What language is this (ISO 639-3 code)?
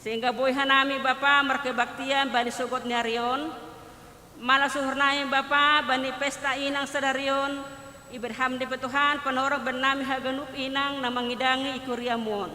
bts